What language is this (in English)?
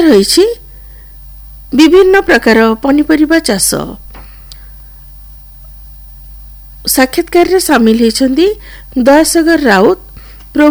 Odia